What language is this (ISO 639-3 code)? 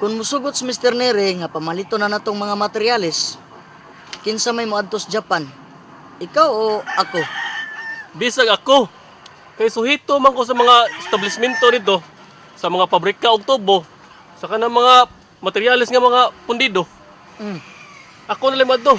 ceb